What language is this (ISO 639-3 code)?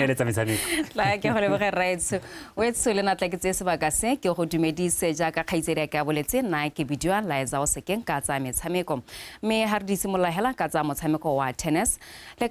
tsn